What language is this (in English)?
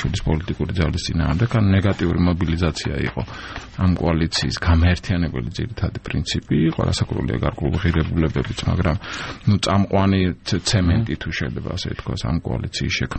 Georgian